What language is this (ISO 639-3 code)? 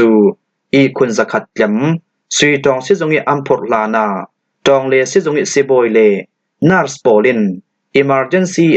cfm